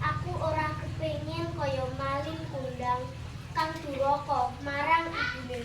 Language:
Javanese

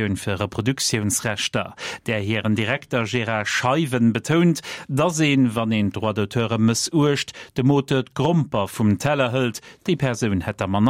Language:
Luxembourgish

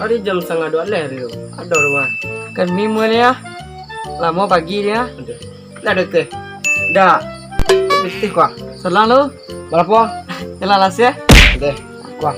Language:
Minangkabau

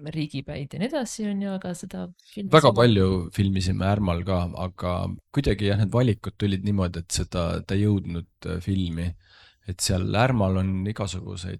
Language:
Estonian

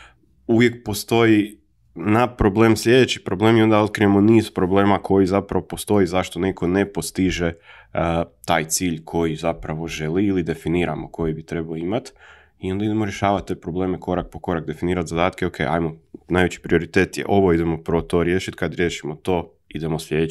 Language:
Croatian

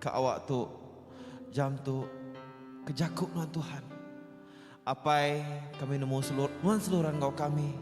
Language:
Iban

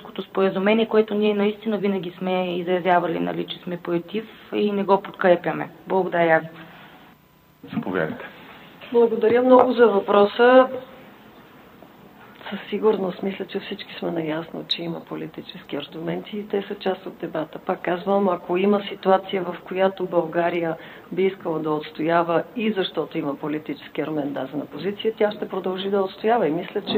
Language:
Bulgarian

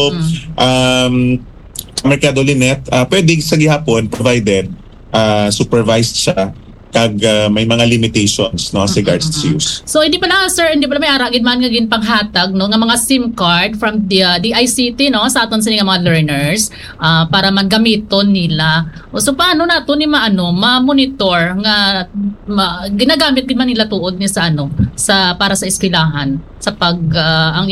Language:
Hiligaynon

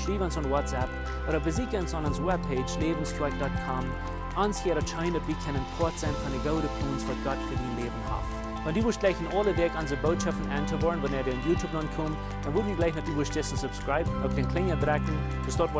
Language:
Plautdietsch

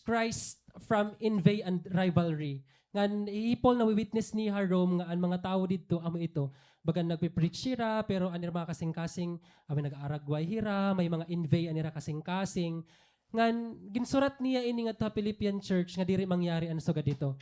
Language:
Waray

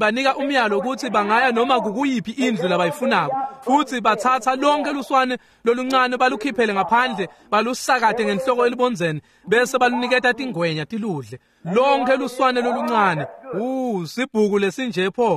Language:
Swati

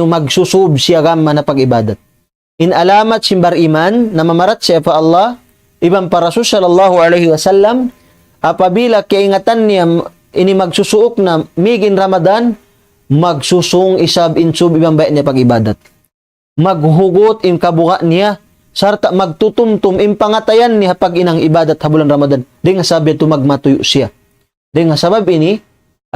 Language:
Tausug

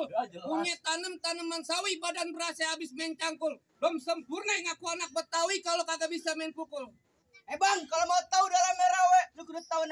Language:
Betawi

